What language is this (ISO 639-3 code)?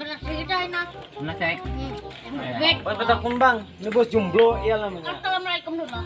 bjn